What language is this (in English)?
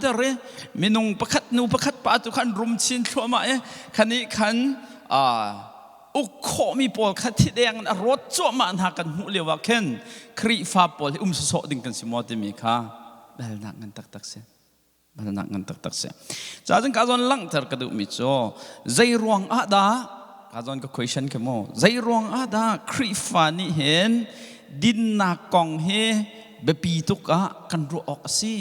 Hakha Chin